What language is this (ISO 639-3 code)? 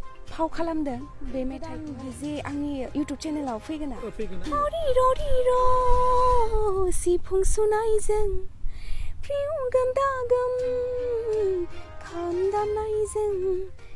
brx